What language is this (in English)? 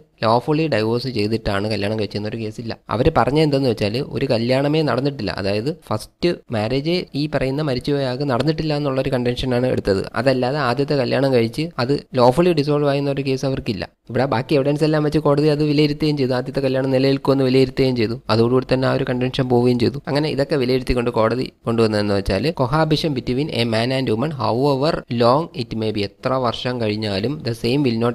Malayalam